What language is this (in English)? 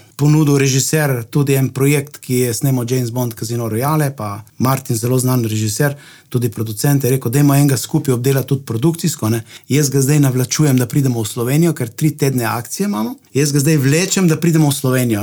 Slovenian